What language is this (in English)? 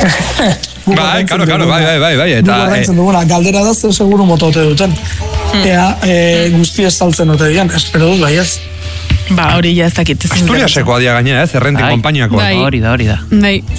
Basque